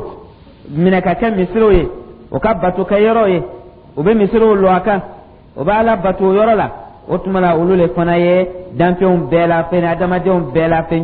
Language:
Dyula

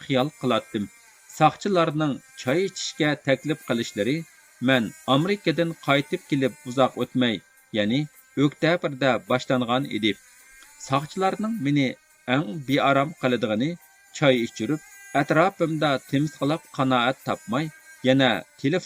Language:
Uyghur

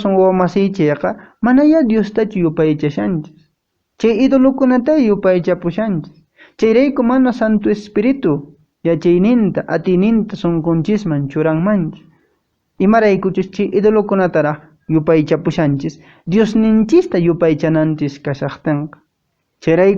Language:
Quechua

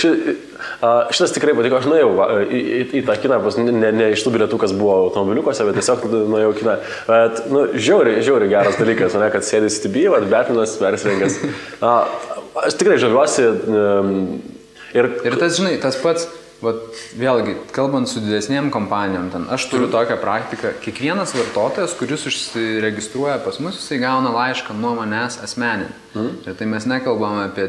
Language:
Lithuanian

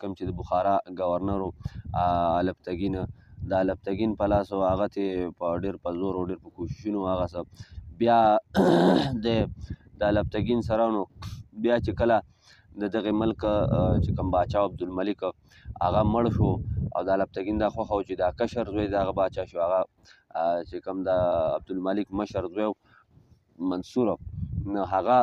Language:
Pashto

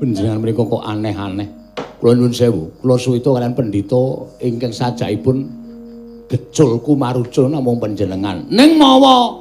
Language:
Javanese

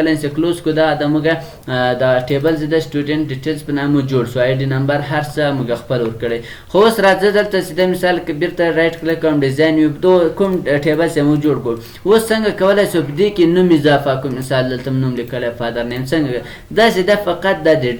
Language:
Pashto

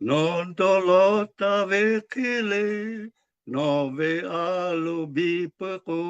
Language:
Lahu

